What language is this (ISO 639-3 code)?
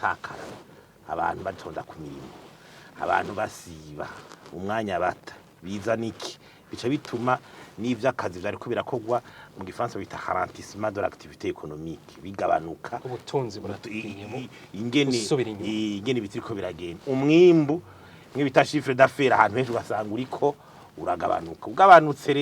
run